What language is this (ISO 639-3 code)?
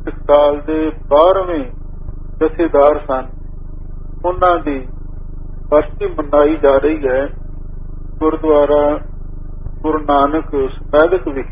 pan